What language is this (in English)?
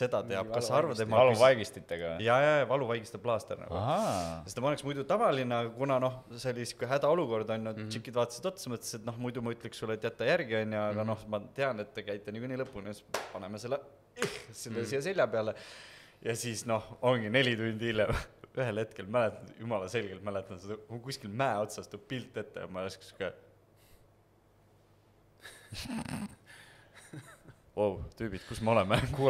Estonian